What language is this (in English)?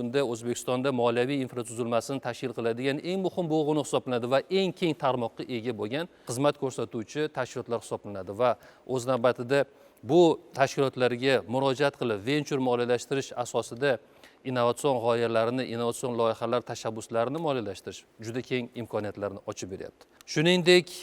Uzbek